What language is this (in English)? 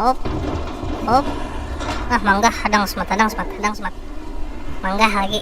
Banjar